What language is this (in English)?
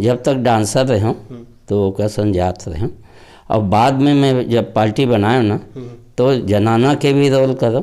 Chhattisgarhi